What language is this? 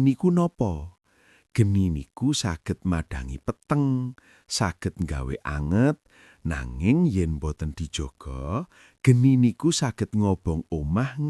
Javanese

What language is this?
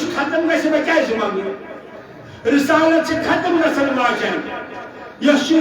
Kashmiri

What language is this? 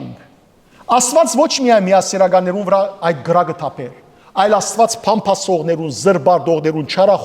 Western Armenian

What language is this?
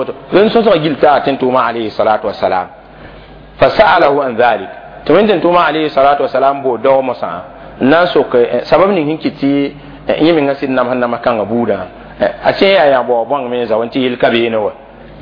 Mossi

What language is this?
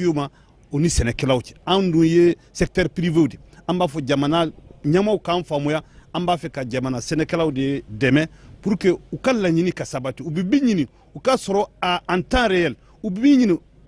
Bambara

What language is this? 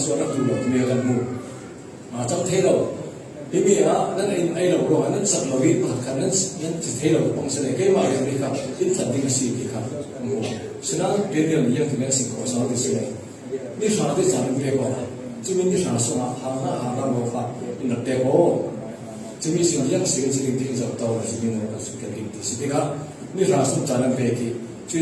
Falam Chin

